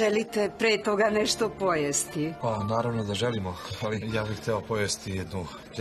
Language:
Serbian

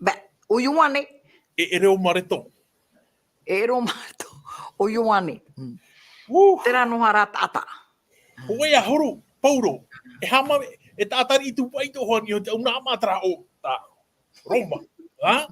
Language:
Tahitian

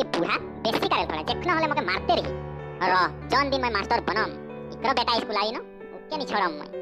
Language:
Sadri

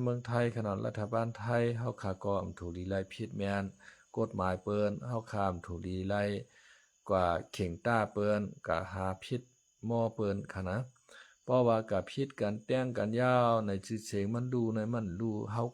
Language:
Shan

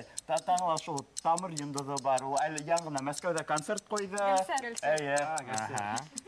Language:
Bashkir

